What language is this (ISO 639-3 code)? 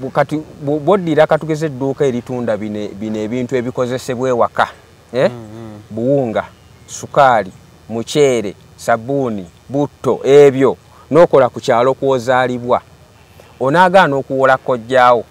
lug